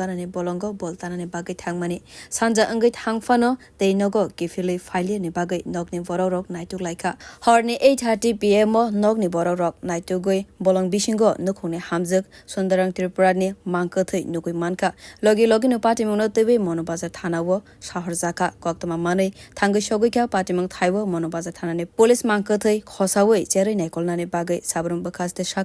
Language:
Kok Borok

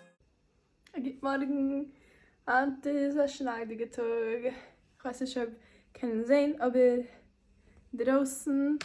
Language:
Yiddish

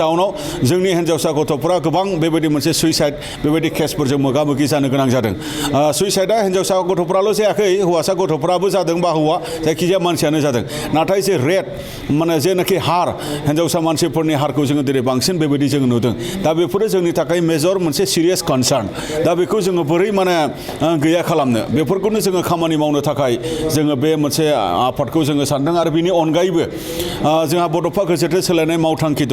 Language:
Bodo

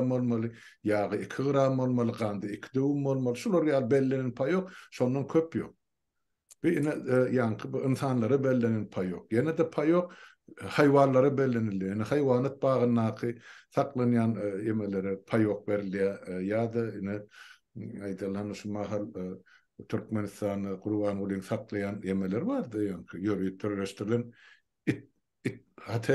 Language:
Turkmen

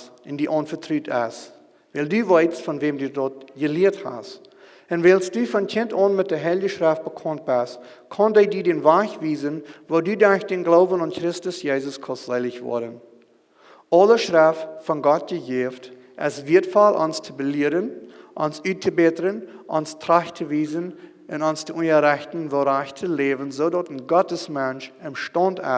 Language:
Plautdietsch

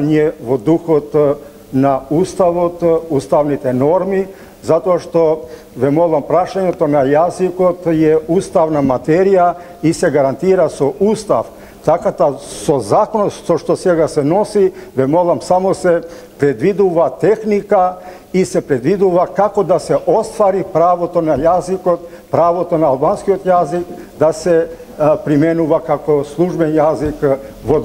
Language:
Macedonian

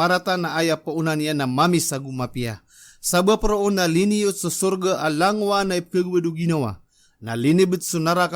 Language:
Maranao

